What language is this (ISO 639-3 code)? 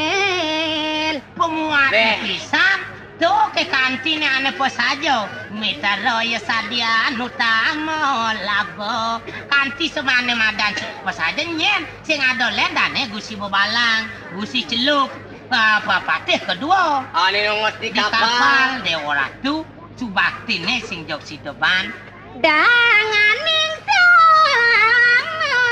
ban